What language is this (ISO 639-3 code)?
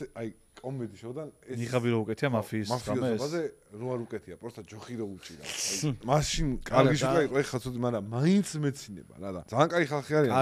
kat